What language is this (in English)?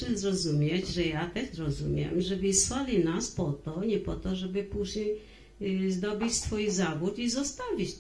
Polish